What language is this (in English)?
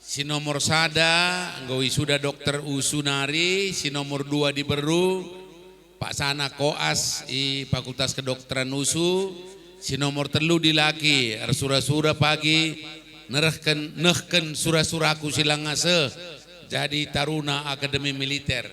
Batak Karo